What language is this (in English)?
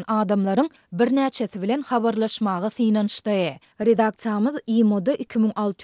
Turkmen